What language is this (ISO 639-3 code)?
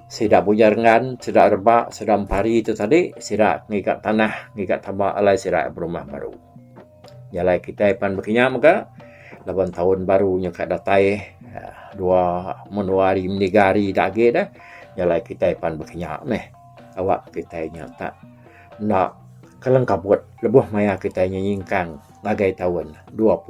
iba